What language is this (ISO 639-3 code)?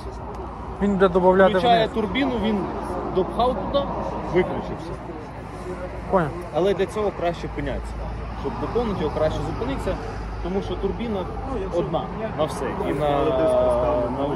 ukr